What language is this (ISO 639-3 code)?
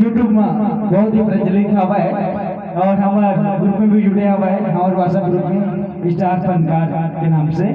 hne